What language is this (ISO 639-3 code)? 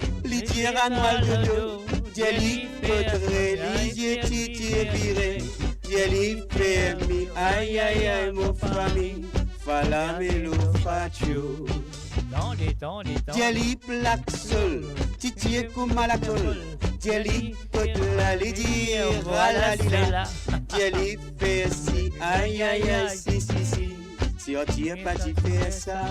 mfe